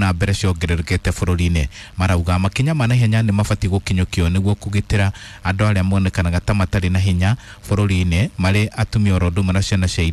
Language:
Kikuyu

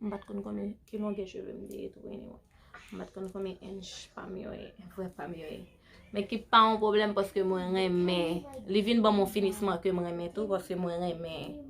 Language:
Haitian Creole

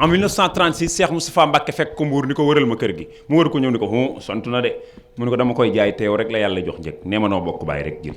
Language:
Wolof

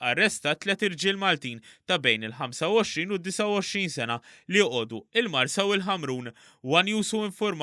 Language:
Maltese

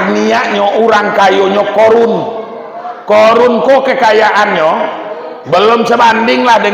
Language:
Minangkabau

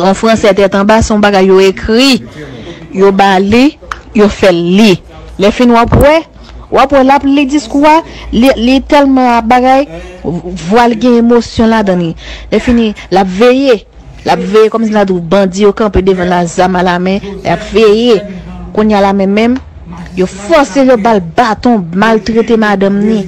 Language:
Haitian Creole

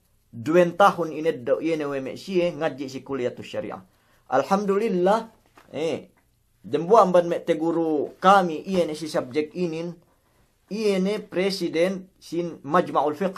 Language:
Yakan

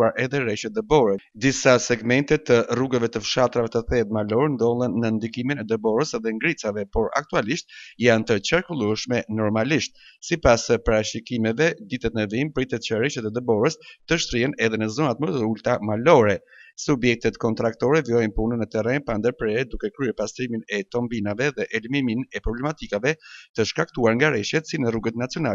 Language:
Albanian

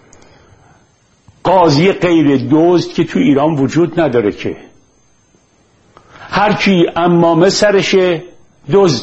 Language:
Persian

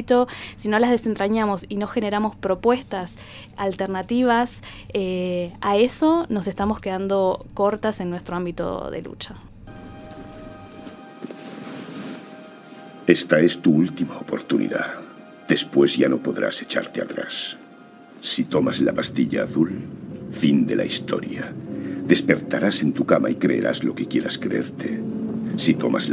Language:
Spanish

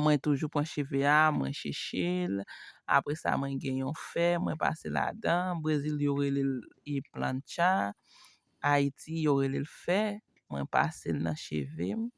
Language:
Haitian Creole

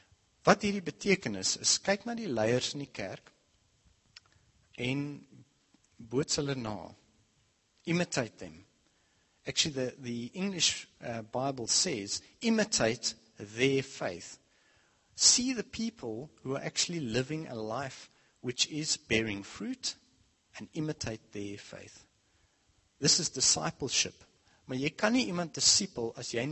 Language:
Afrikaans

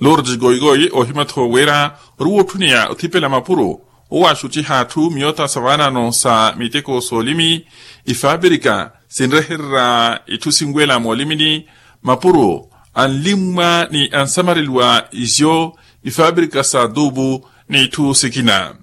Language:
Makhuwa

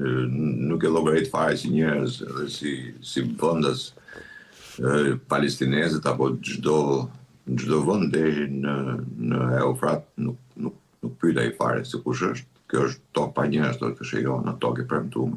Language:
Albanian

